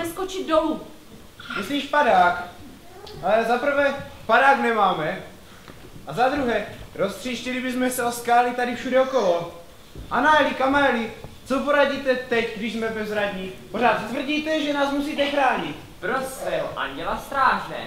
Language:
Czech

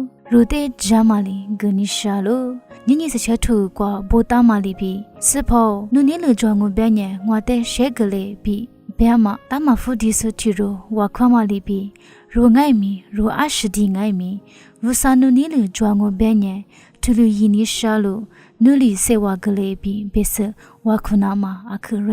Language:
Lisu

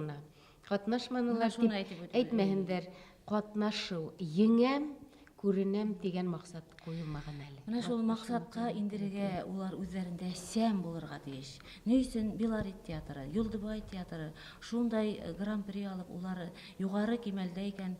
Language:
Bashkir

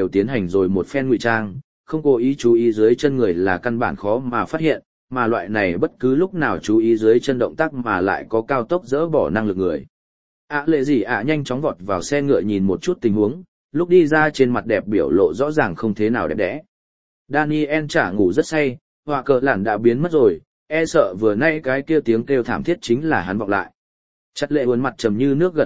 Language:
Vietnamese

